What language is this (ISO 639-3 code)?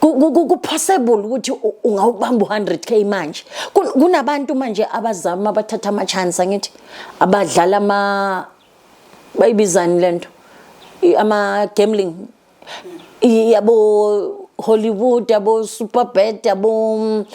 zul